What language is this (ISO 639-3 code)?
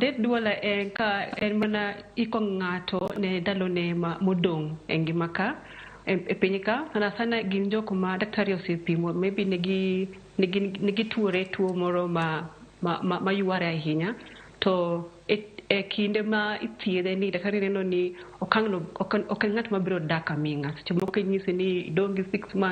luo